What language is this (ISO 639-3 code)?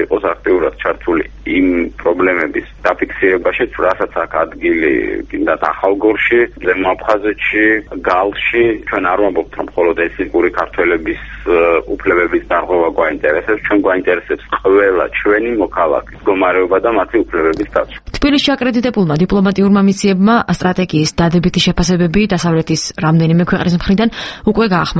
kat